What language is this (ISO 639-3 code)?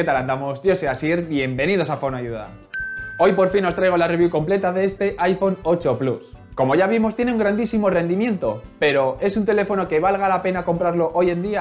spa